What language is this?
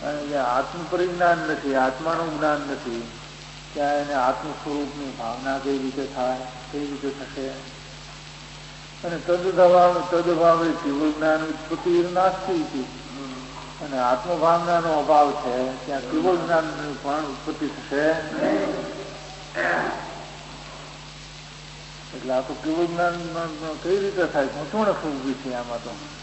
Gujarati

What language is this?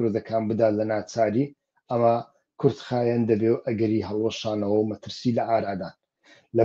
Central Kurdish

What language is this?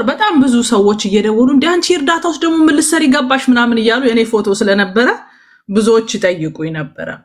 Amharic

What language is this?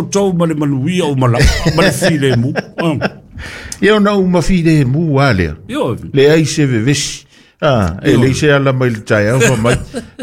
Samoan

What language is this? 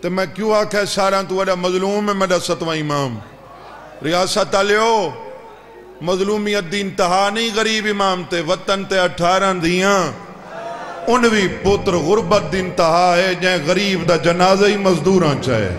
Saraiki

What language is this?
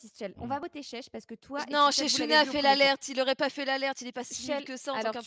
French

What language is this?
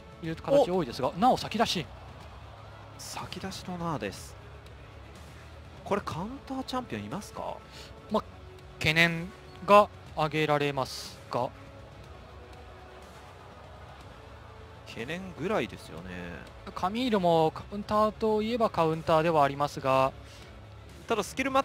Japanese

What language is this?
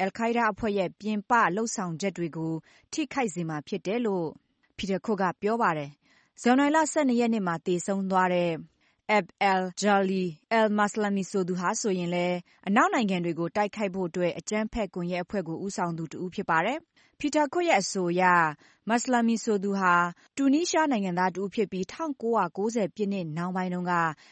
Burmese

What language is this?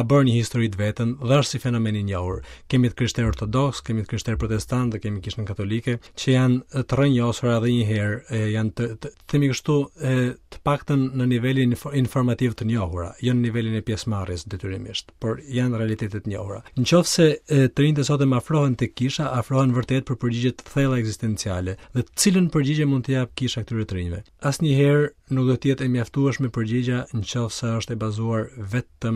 Albanian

